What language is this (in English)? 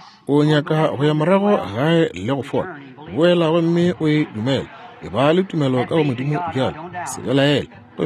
Northern Sotho